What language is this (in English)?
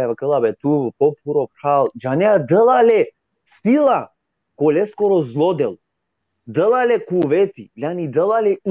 Balkan Romani